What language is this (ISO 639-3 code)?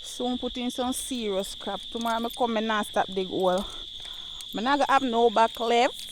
jam